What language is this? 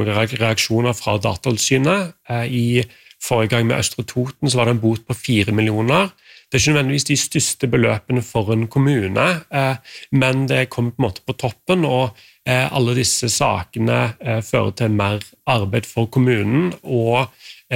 Norwegian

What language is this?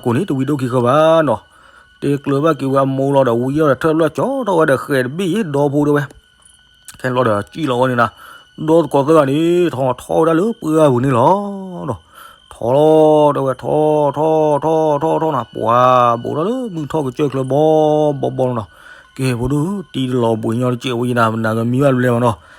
S'gaw Karen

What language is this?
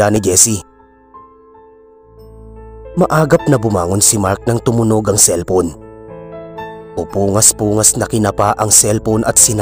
Filipino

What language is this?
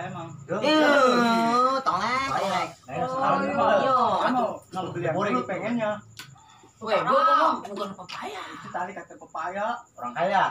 Betawi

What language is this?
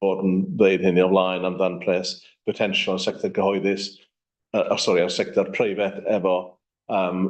Welsh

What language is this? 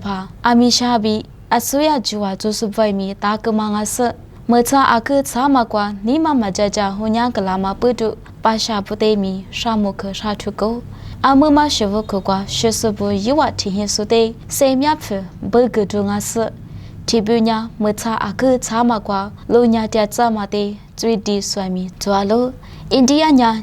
Lisu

